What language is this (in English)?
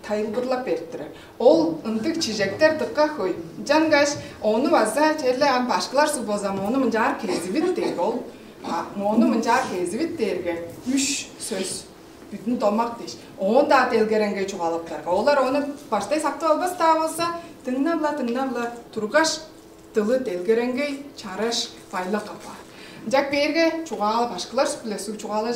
Tuvinian